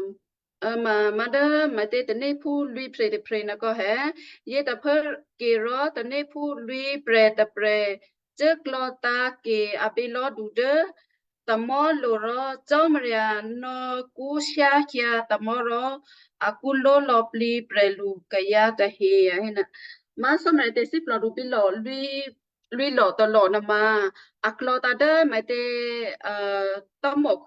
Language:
Western Kayah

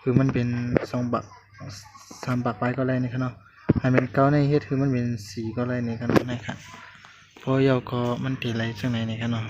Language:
Shan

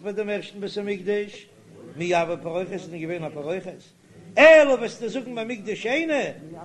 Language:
Yiddish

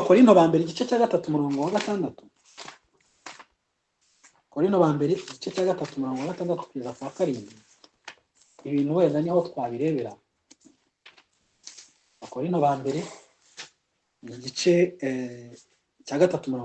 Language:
Kinyarwanda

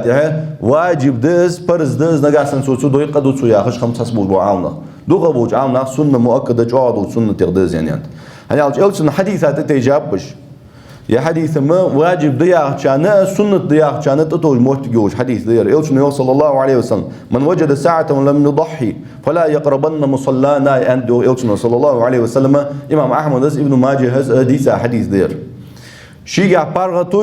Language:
Ingush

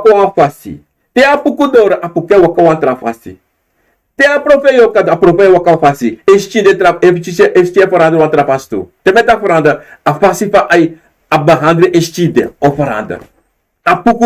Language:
Sranan Tongo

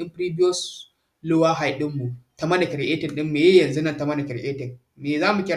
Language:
Hausa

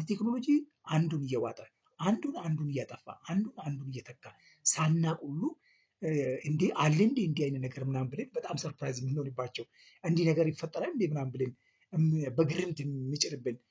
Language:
Amharic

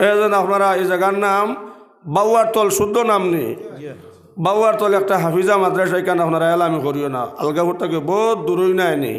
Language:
Sylheti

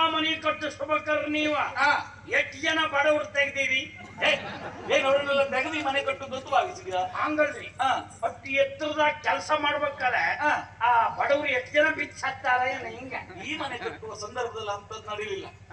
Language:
Kannada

